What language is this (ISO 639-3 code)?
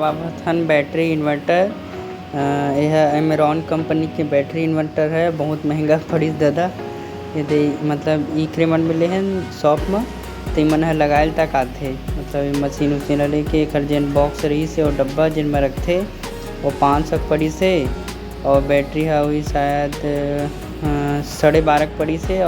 hne